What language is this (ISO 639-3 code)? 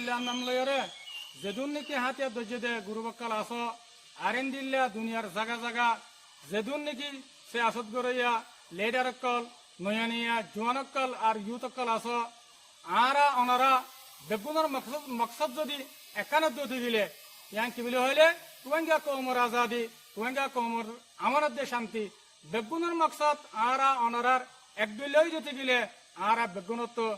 rhg